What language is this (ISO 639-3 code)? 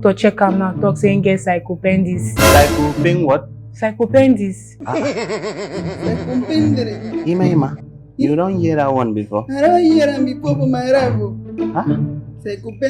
pcm